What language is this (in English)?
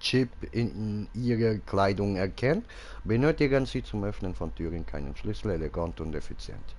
Swiss German